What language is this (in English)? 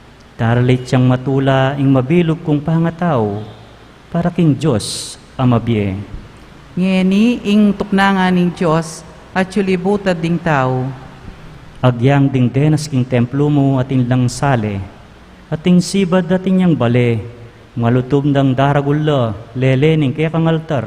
Pampanga